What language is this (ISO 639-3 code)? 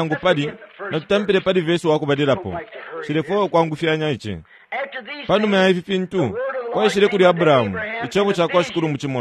bem